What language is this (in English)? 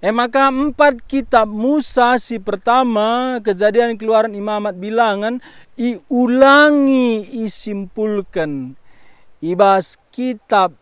Batak Karo